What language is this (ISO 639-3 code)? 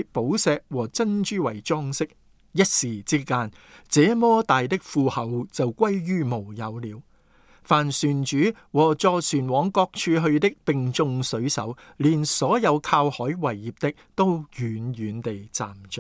yue